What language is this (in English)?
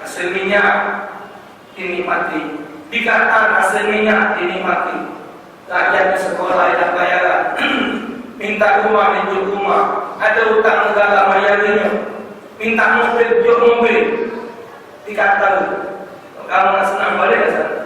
Musi